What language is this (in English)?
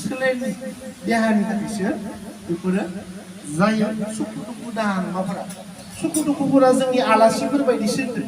Bodo